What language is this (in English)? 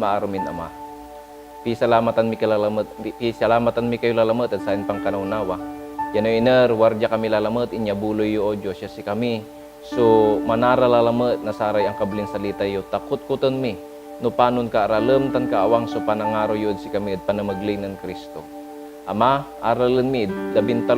Pangasinan